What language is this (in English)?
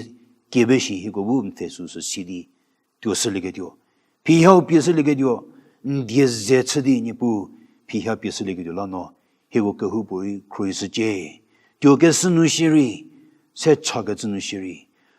Angami Naga